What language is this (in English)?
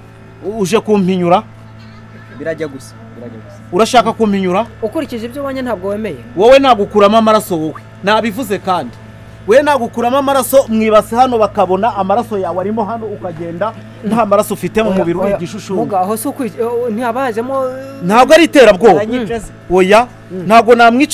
Kinyarwanda